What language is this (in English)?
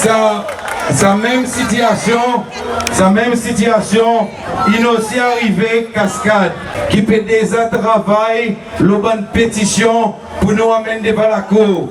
Seselwa Creole French